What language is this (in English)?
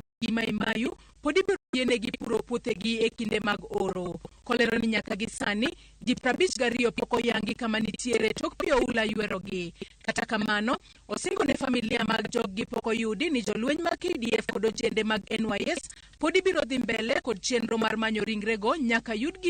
Luo (Kenya and Tanzania)